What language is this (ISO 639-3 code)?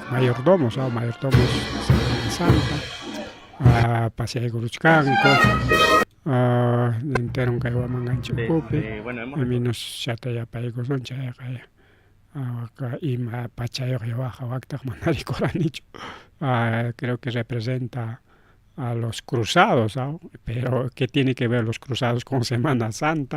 quy